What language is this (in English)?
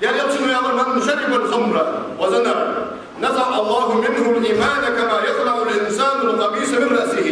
Ingush